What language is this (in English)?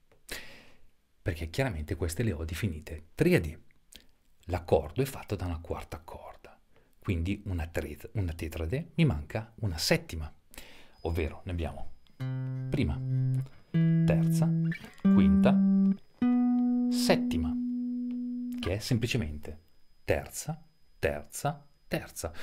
Italian